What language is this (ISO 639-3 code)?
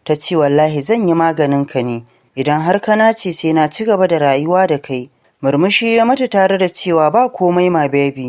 hau